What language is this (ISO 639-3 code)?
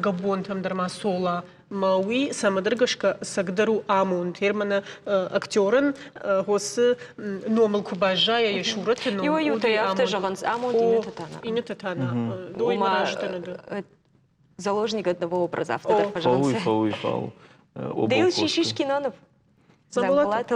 oss